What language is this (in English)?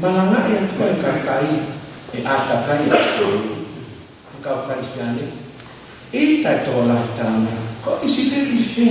Tongan